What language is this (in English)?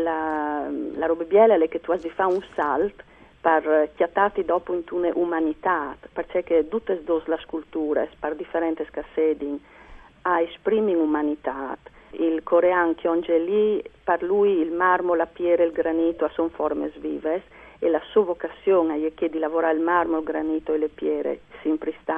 Friulian